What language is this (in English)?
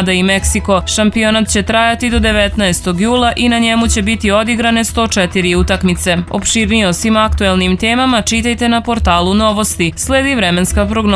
Serbian